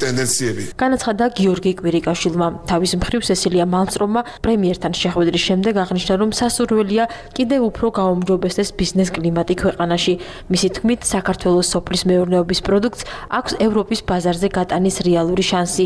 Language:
Georgian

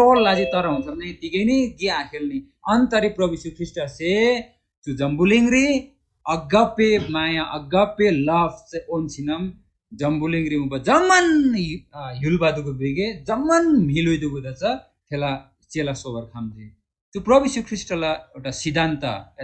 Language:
Eastern Tamang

